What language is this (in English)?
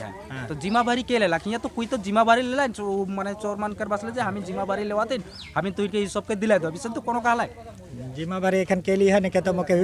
Sadri